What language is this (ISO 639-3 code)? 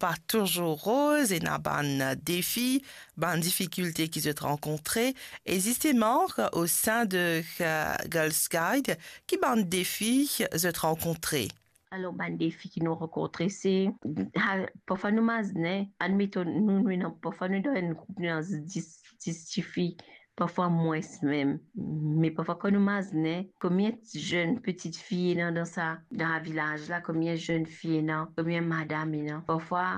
mfe